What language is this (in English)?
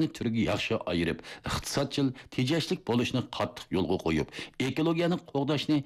Uyghur